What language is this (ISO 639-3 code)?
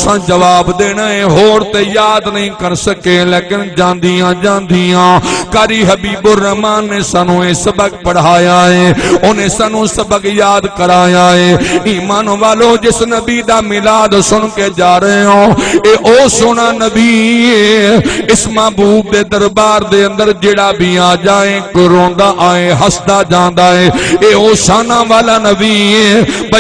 skr